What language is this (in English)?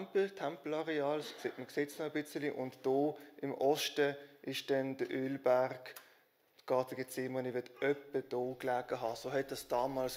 Swiss German